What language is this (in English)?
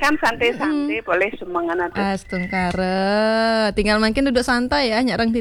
Balinese